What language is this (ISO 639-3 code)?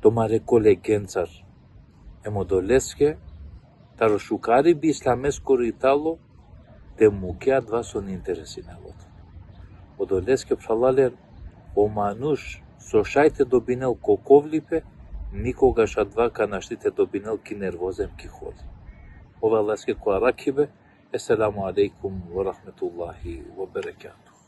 rmn